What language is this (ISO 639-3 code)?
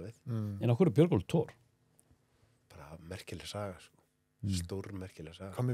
isl